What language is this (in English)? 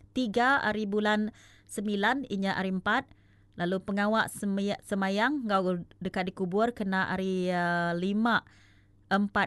Iban